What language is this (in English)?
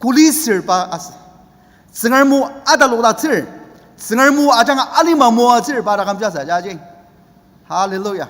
Ao Naga